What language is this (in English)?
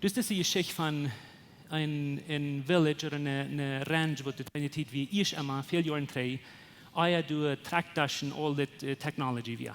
Plautdietsch